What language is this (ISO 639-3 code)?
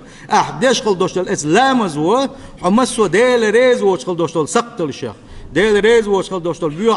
che